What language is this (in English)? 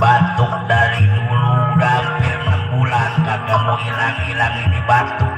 Betawi